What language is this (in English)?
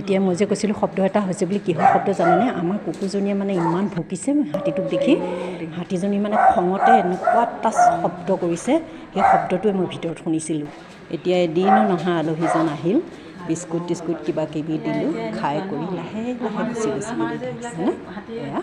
Assamese